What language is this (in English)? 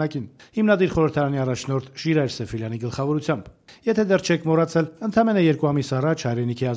Armenian